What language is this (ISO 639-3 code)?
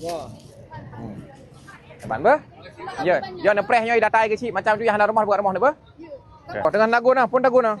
ace